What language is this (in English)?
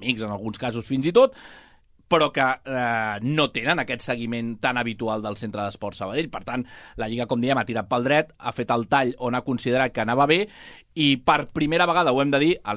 Catalan